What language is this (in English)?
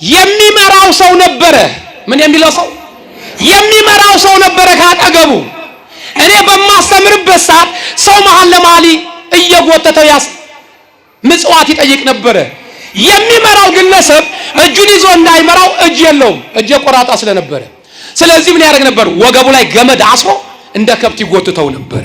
Amharic